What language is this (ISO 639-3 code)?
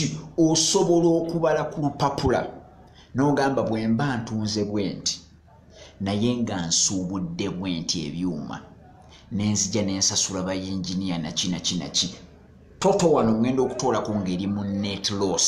lug